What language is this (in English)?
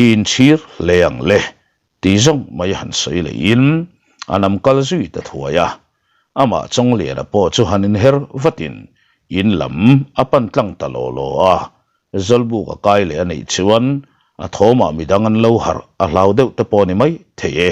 Mizo